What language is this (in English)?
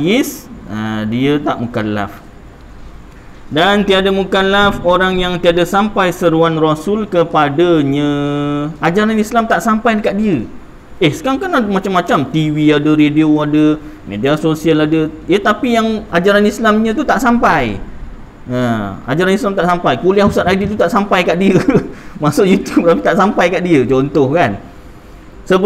Malay